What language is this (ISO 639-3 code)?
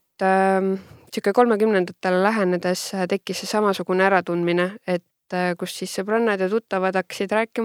est